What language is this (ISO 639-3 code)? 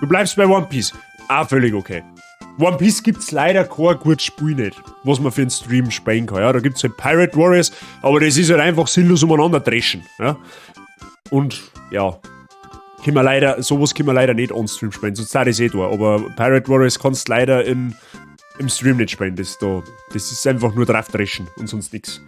bar